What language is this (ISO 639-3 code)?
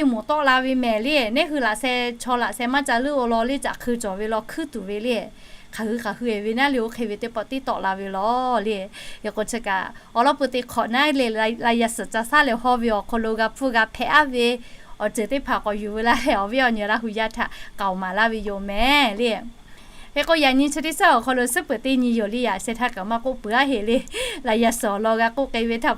lhu